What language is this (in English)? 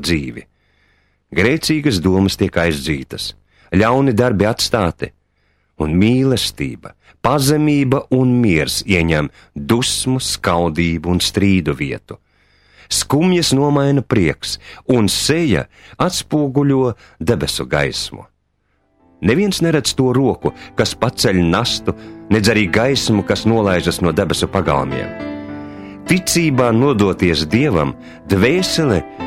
Latvian